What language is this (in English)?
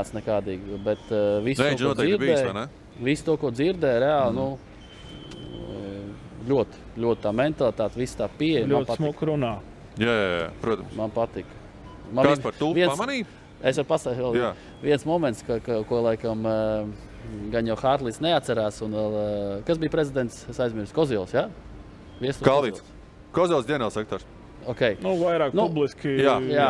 Latvian